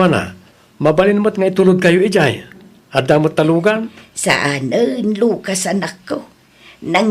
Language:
Iloko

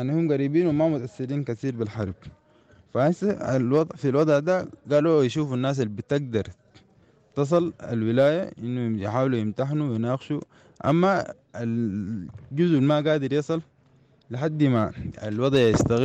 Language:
Sudanese Arabic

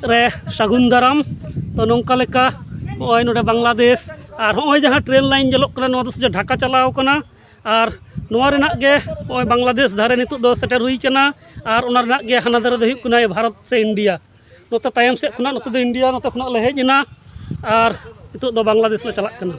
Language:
Santali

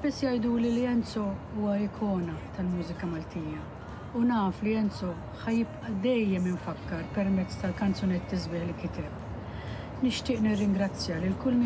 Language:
Maltese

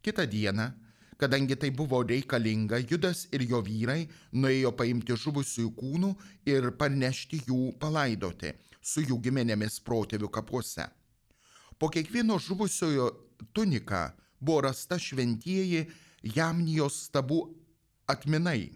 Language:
Lithuanian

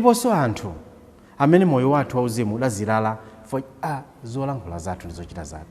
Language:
Nyanja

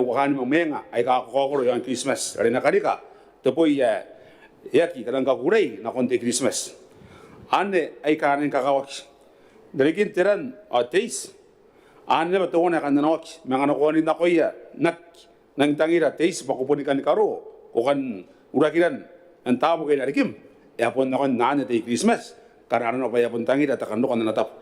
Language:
Gilbertese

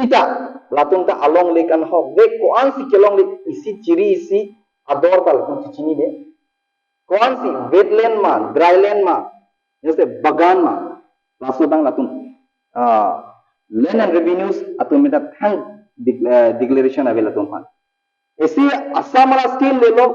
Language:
Karbi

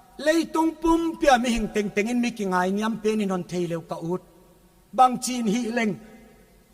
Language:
Paite Chin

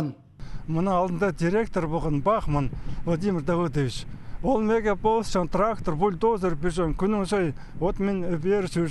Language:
Khakas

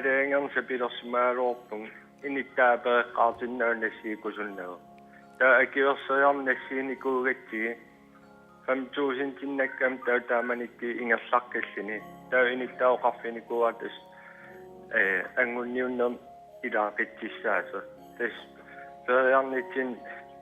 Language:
Kalaallisut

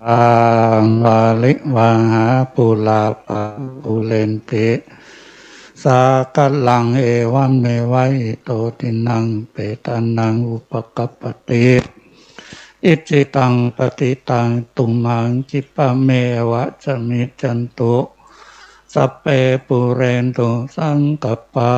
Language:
Pali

